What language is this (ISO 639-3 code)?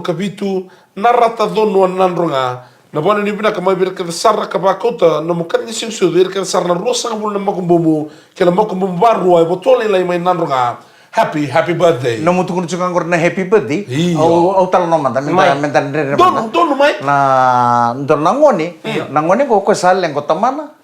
fij